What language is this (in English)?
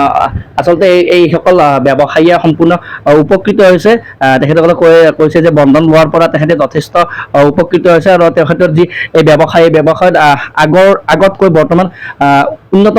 Assamese